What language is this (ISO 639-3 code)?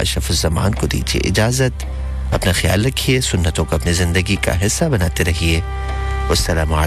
urd